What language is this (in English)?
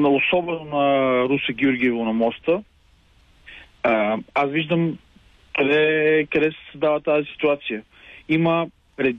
Bulgarian